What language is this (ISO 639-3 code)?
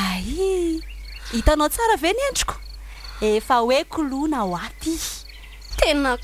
mlg